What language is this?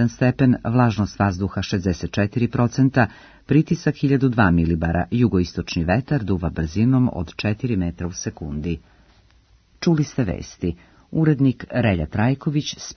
Serbian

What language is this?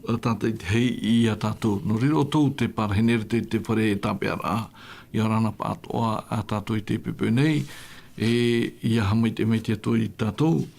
Tahitian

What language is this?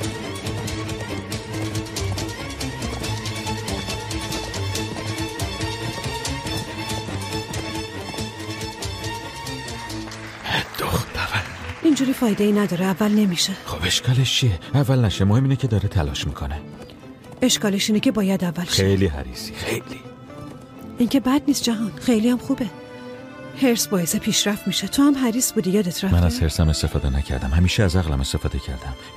Persian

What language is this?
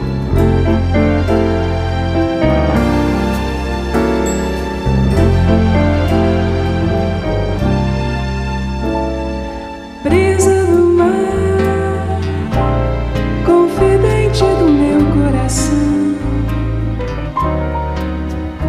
Portuguese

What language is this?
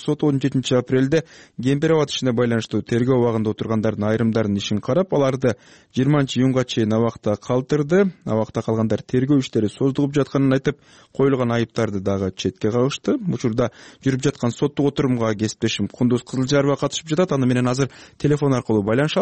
Kyrgyz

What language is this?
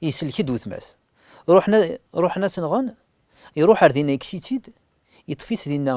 Kabyle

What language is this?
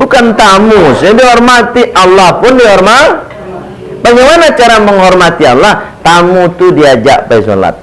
Minangkabau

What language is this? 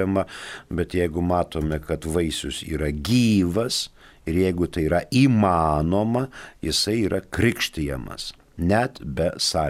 Lithuanian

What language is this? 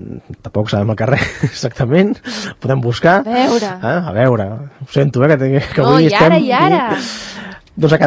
Catalan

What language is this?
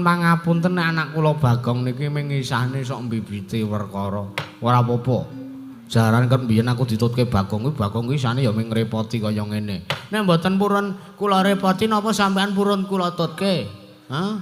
Javanese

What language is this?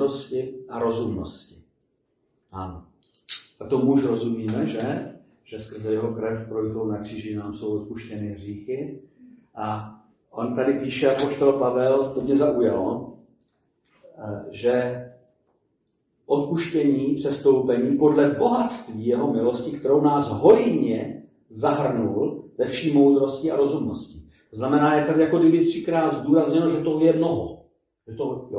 Czech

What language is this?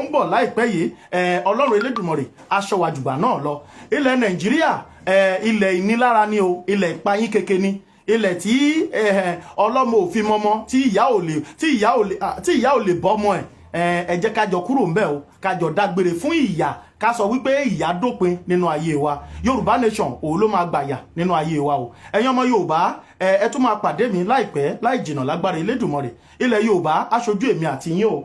Yoruba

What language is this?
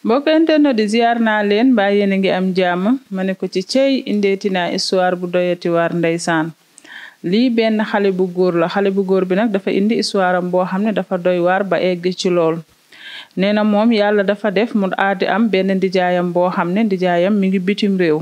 Wolof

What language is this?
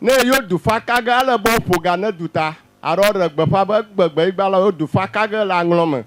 Ewe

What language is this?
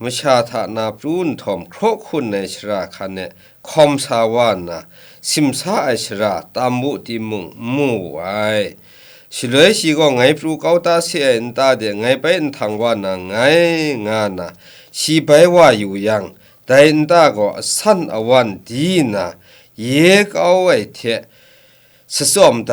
Kachin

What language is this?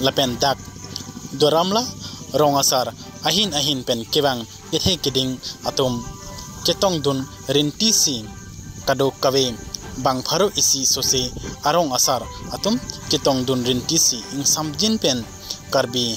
Karbi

